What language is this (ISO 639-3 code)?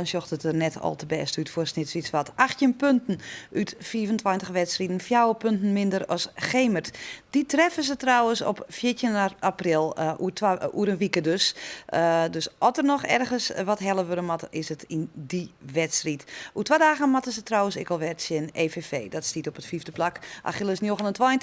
fry